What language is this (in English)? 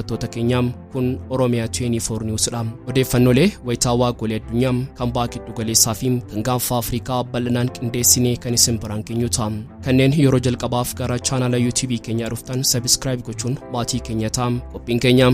Oromo